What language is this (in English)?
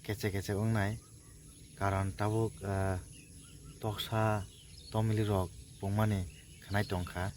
Kok Borok